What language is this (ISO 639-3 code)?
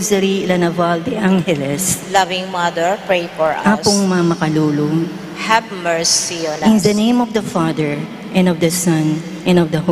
pam